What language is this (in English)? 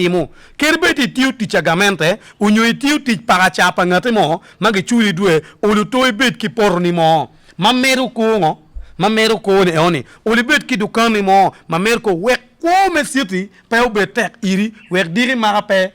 Acoli